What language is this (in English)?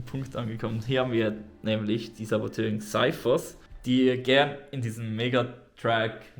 Swiss German